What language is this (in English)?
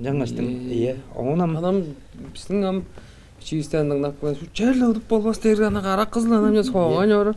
Tuvinian